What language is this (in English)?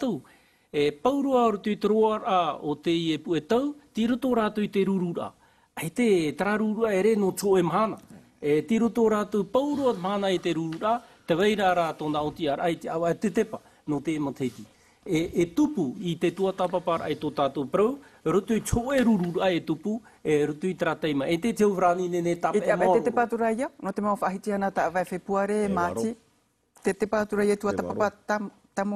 Tahitian